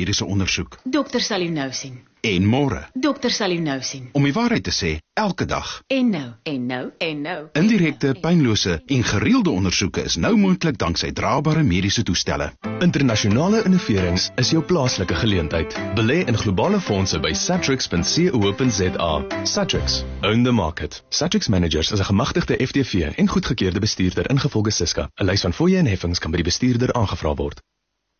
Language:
Afrikaans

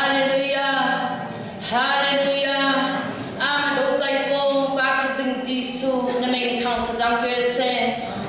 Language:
Hakha Chin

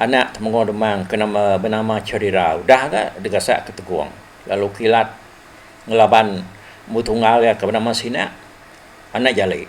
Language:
Iban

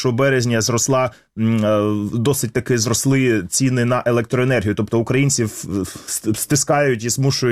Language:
Ukrainian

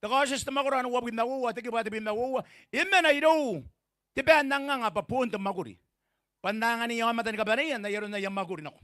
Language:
Gilbertese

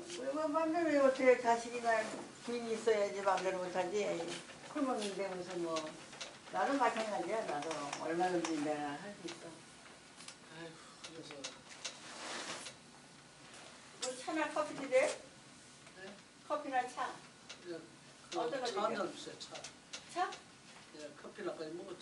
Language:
Korean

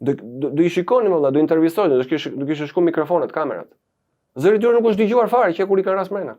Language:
Albanian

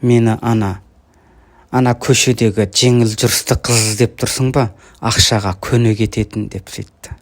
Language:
Kazakh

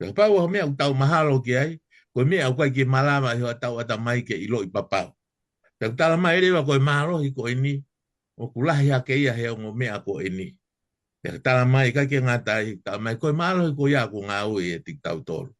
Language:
Tongan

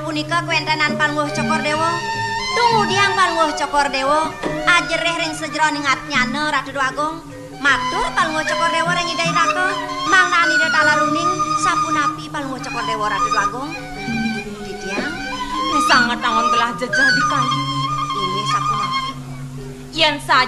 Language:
Balinese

